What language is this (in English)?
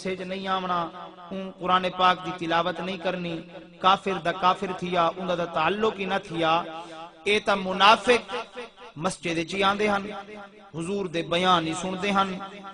Saraiki